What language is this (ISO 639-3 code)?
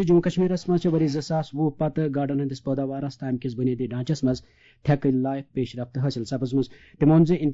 kas